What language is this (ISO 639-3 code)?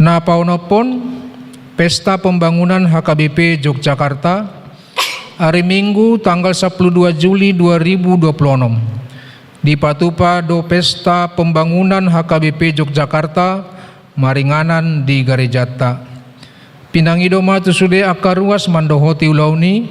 bbc